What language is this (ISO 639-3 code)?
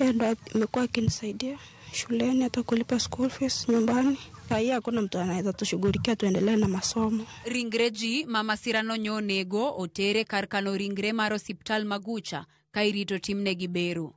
luo